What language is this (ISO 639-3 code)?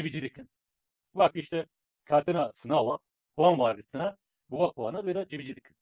kur